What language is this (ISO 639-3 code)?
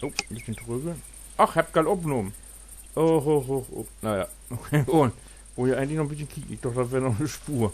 nds